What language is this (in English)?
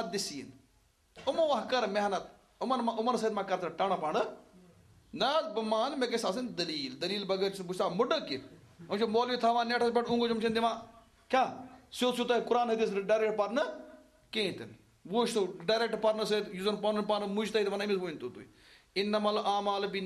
Kashmiri